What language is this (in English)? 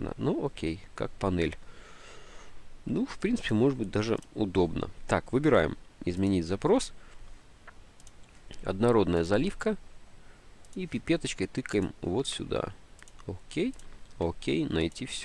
Russian